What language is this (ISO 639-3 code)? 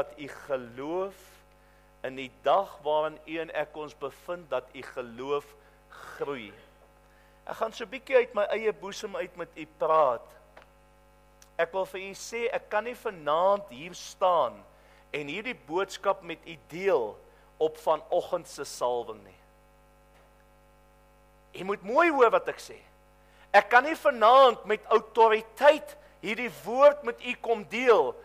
afr